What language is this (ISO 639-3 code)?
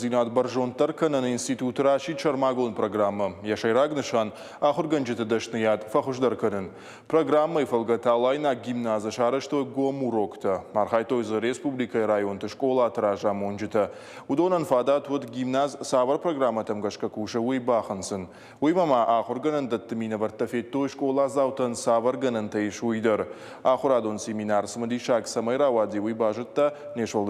oss